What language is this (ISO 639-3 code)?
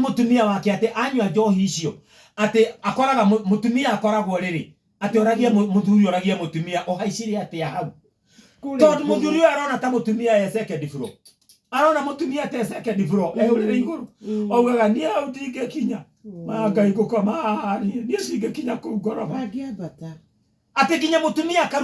kik